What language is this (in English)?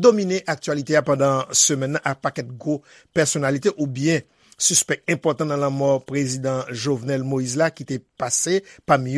Haitian Creole